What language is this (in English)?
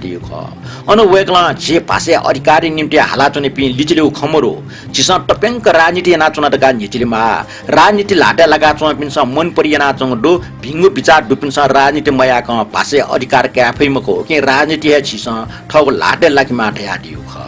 Newari